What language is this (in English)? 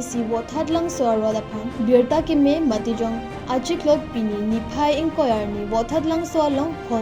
Karbi